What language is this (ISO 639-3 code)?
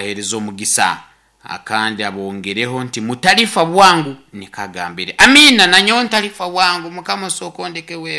nyn